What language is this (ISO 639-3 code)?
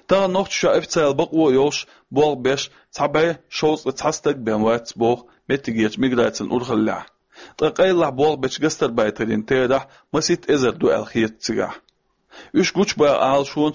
che